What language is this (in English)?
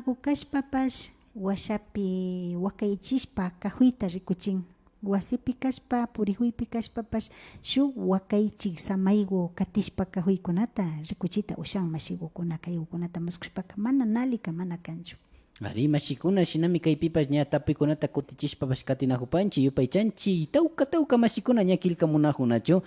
Imbabura Highland Quichua